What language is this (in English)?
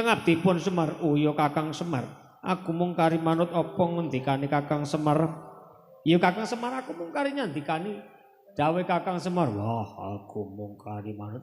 Javanese